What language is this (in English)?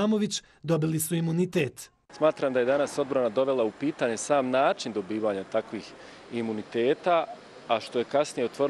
Bosnian